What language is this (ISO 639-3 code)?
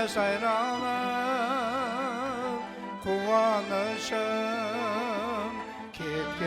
kaa